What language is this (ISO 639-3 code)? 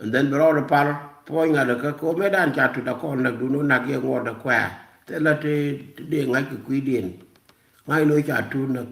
nus